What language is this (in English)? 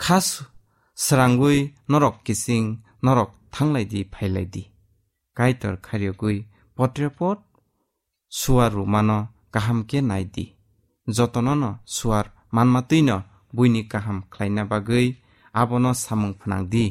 Kok Borok